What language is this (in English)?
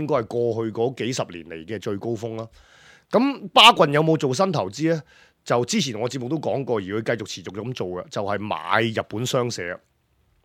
Cantonese